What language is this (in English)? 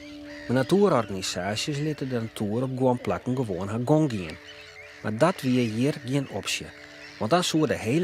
Western Frisian